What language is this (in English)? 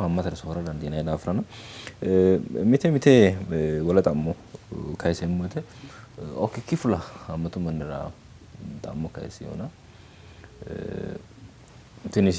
Sidamo